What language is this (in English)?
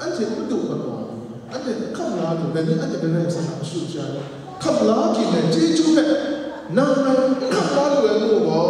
Kachin